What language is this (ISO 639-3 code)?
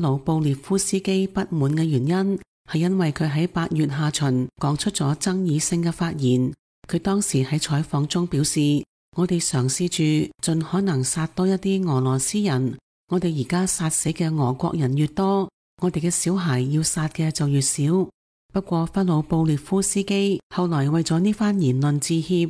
yue